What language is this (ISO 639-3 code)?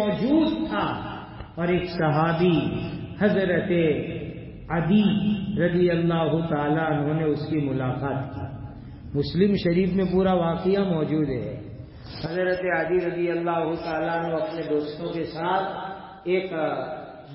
urd